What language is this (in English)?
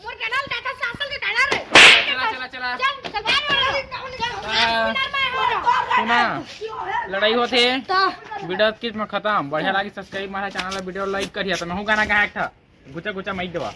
Chhattisgarhi